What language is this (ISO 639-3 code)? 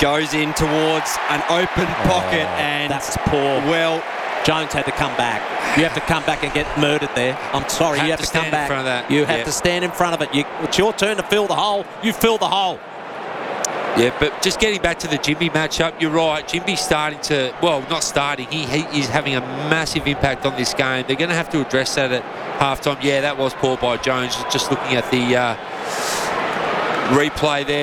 eng